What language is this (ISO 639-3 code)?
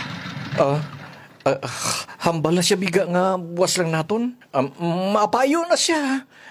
hil